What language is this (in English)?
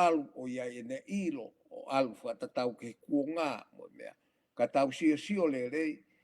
Tongan